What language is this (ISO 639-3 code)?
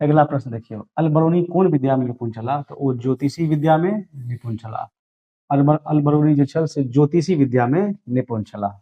mai